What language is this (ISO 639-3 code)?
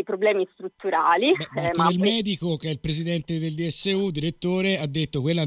ita